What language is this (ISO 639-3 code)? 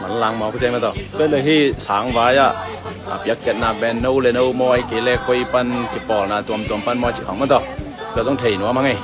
ctd